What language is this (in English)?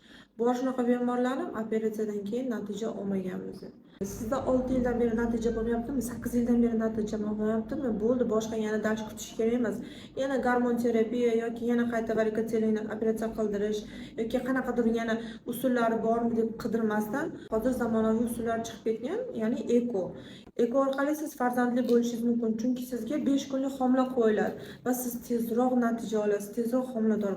Uzbek